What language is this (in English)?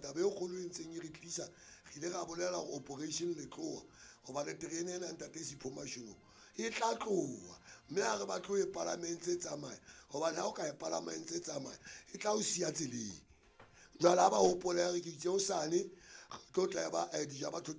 Southern Sotho